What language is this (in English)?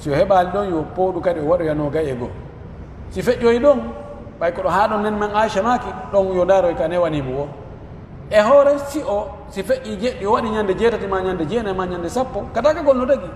Pular